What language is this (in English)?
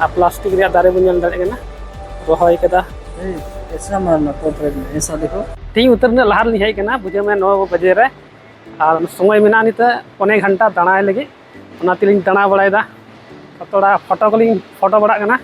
Santali